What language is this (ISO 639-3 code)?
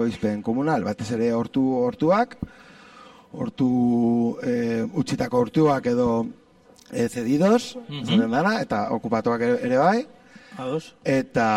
eus